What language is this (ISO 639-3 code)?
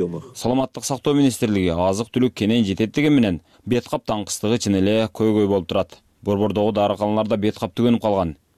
kir